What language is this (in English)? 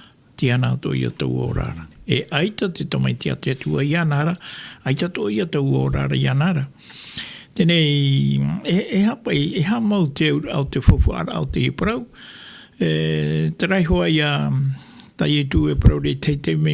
Tahitian